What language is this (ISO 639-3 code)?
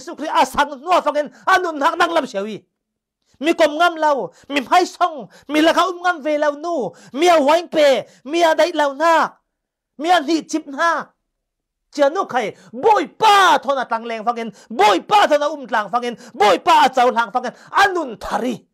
cfm